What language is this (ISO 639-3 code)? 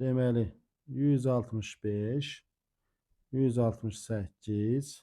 aze